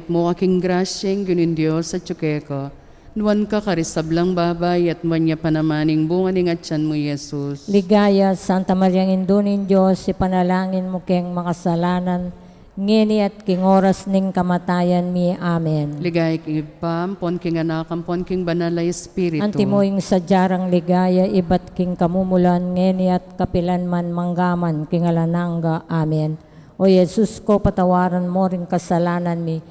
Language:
Pampanga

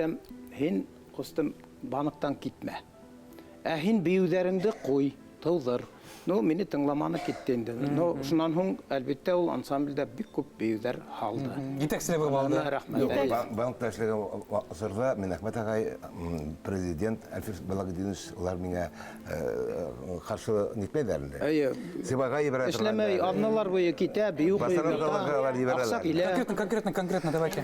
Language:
Bashkir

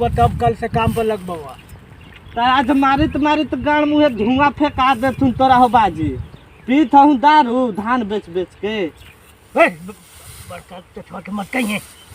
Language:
Magahi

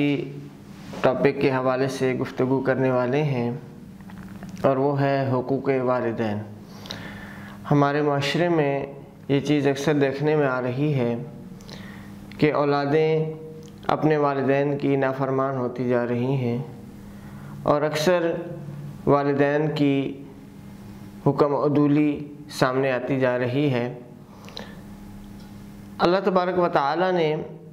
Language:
Urdu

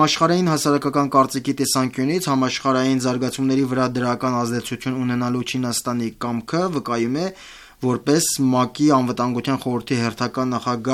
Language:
Armenian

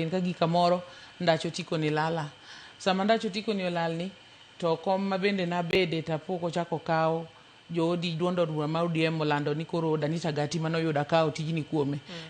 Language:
Luo (Kenya and Tanzania)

